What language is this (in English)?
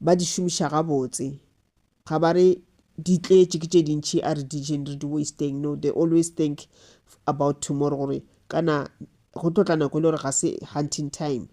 Northern Sotho